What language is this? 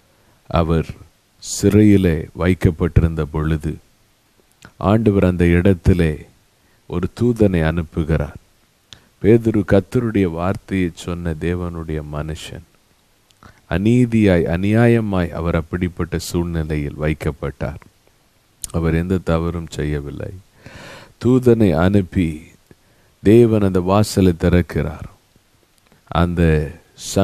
Tamil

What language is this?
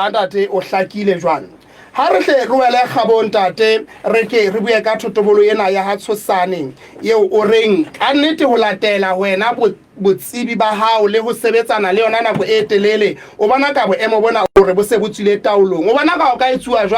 Southern Sotho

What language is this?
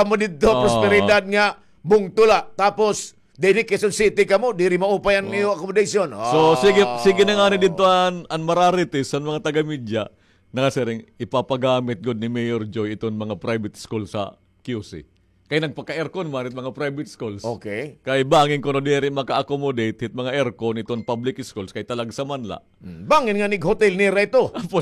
Waray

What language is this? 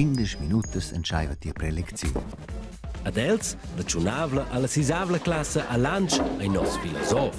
Romansh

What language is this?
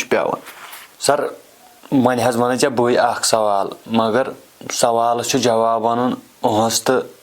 Kashmiri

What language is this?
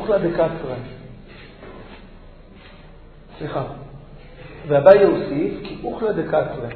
Hebrew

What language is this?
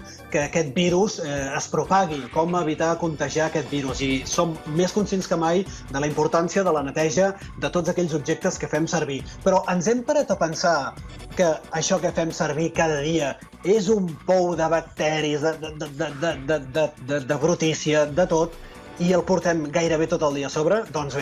Catalan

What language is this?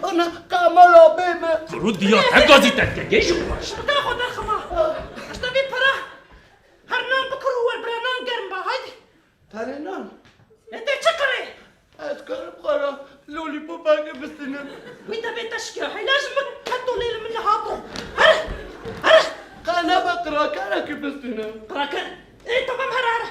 Kurdish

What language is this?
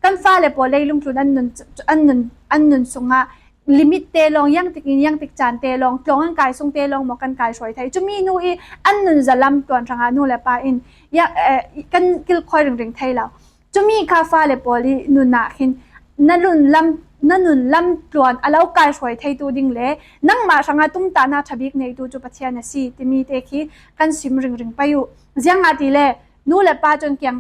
Falam Chin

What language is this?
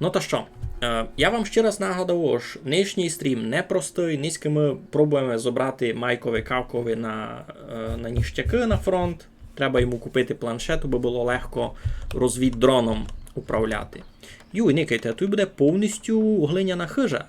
Rusyn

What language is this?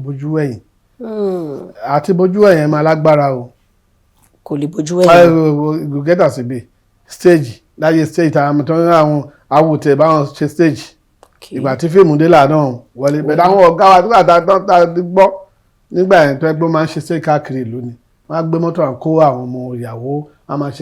Yoruba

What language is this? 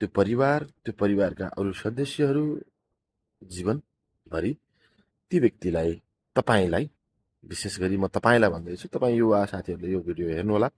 Nepali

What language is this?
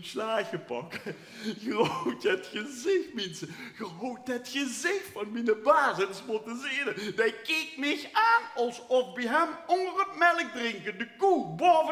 Limburgish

